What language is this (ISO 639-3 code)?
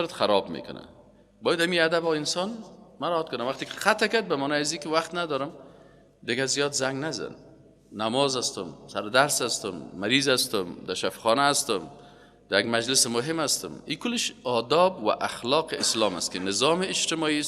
fas